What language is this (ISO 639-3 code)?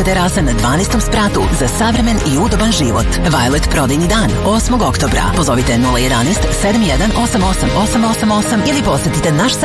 srp